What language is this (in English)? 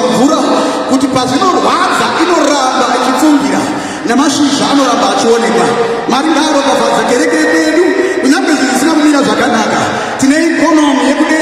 Shona